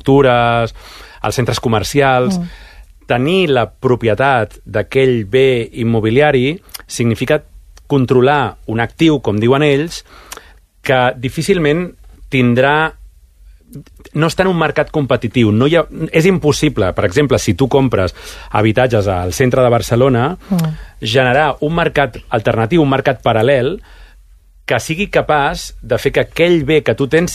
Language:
Catalan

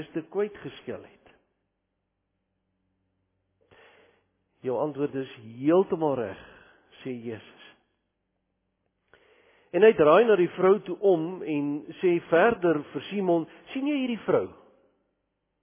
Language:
Afrikaans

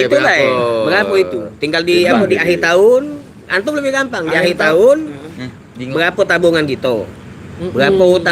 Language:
Musi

